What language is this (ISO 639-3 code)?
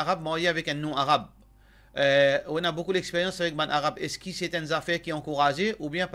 mfe